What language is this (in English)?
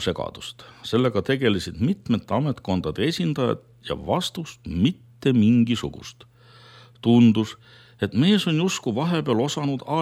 Estonian